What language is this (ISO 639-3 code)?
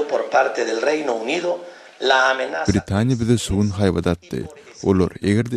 tuk